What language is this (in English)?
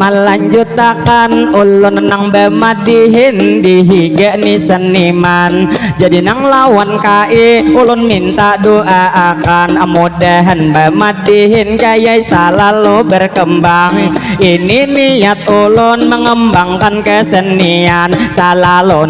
Banjar